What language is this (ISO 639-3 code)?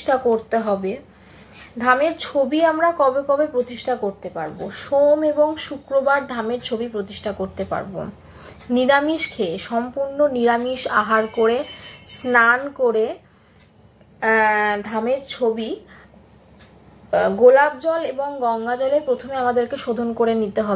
ben